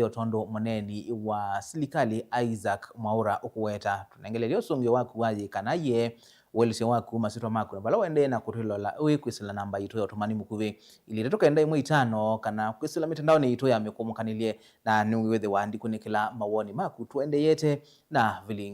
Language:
Kamba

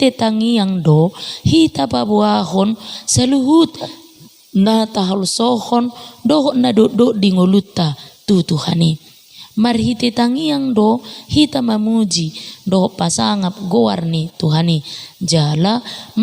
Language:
Batak Toba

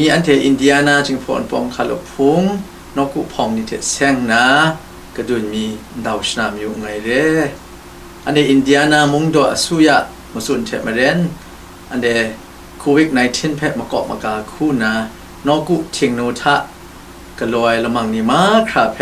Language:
Kachin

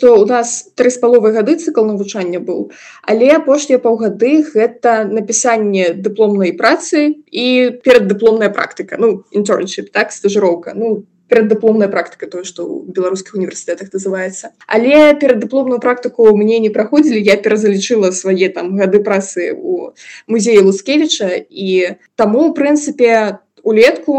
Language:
Belarusian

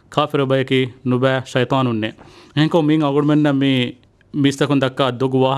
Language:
Divehi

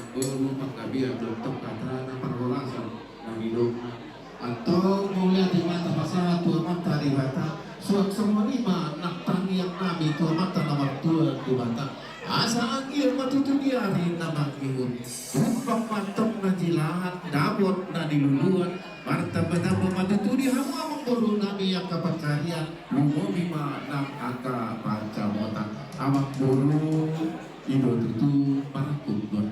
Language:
Batak Toba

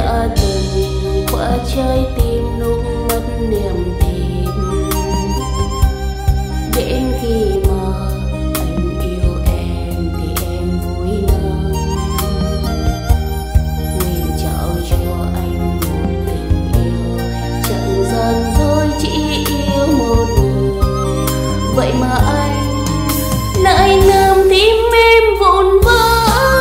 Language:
Vietnamese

